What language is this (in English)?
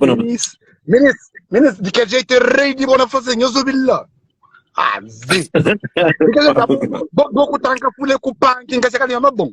Kabuverdianu